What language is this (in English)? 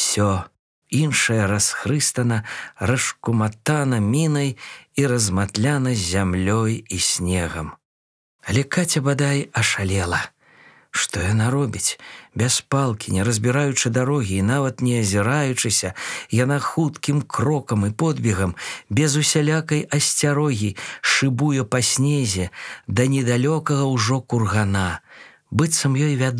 Belarusian